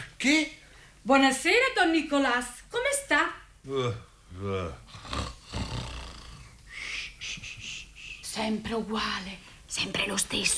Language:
Italian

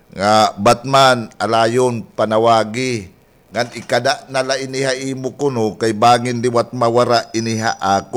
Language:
Waray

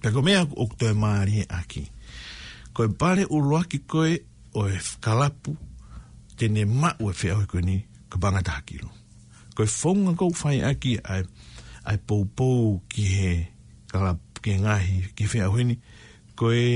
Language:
Tongan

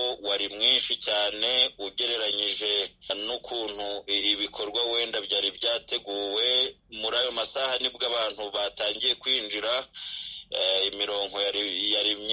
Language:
Kinyarwanda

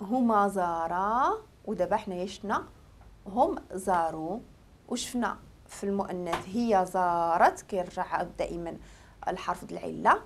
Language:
Moroccan Arabic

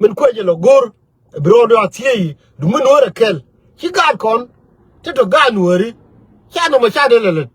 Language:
Nuer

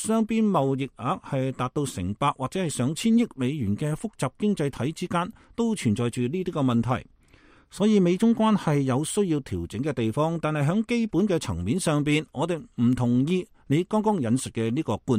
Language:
Cantonese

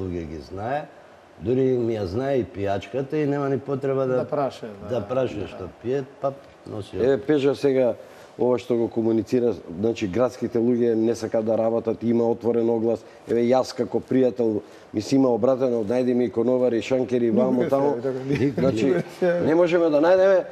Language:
Macedonian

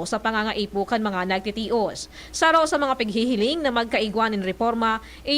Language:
Bikol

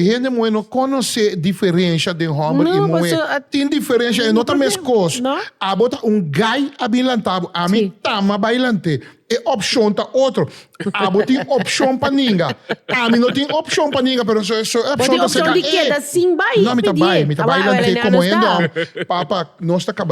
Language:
Papiamento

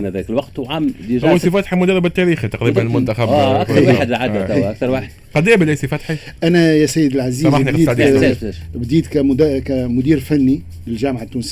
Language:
Tunisian Arabic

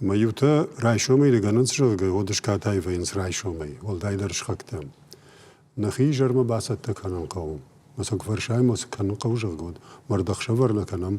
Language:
Ossetic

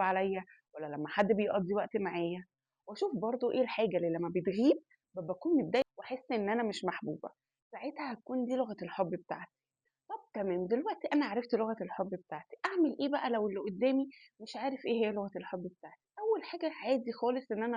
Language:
Egyptian Arabic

